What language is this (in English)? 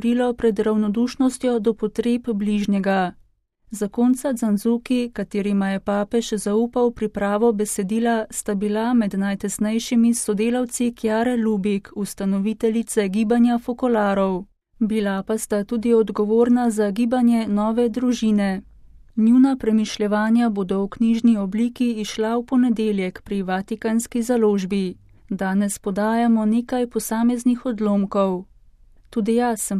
Slovenian